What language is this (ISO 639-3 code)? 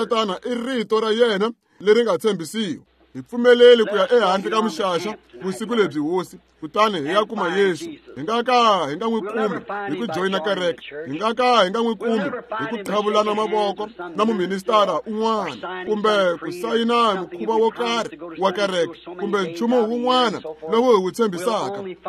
tso